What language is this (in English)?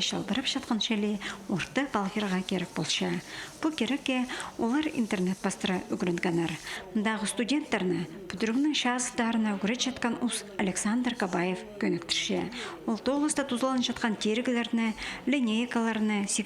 Khakas